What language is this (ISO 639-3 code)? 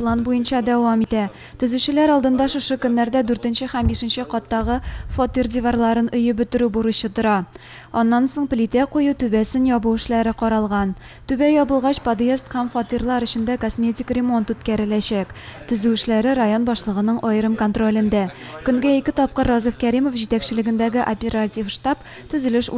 tat